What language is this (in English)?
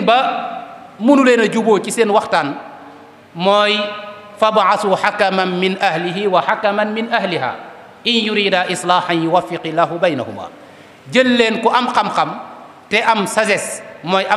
Wolof